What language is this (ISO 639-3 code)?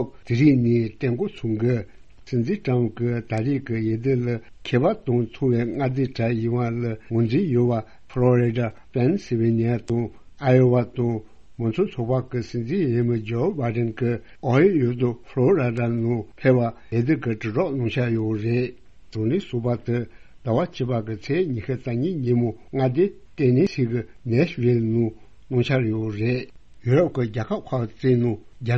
bod